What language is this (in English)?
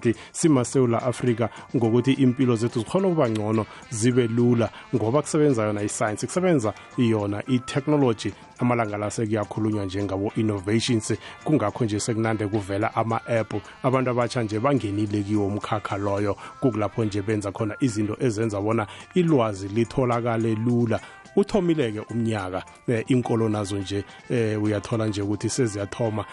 South Ndebele